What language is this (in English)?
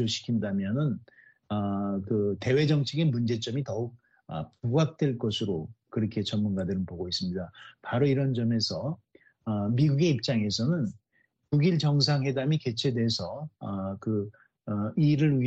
Korean